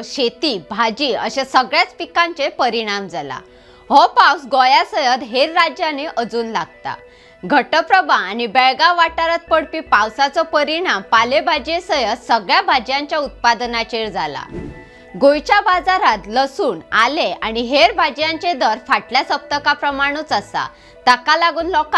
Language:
Konkani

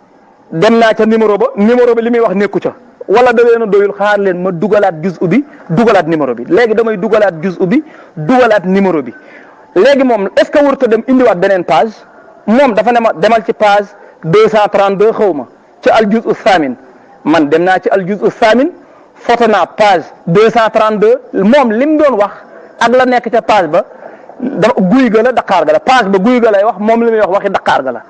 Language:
Wolof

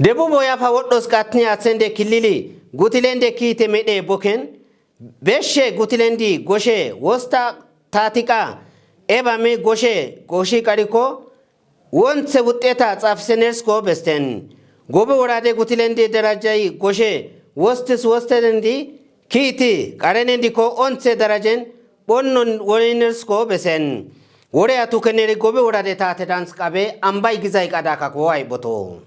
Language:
Kafa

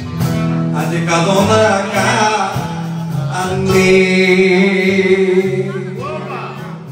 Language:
Greek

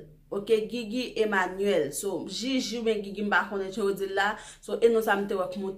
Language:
Haitian Creole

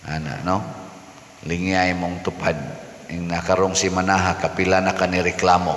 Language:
Cebuano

